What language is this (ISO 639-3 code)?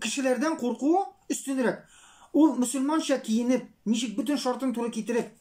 tat